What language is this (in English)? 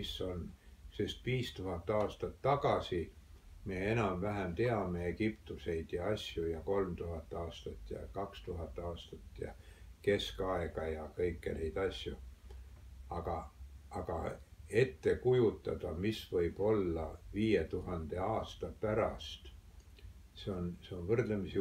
Estonian